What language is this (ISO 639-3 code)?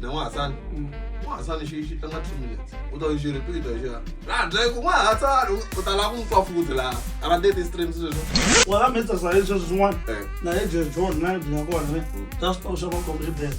tso